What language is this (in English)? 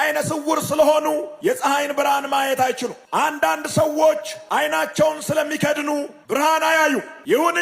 Amharic